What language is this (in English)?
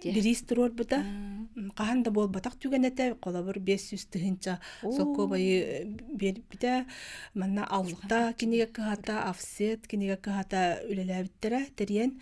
Yakut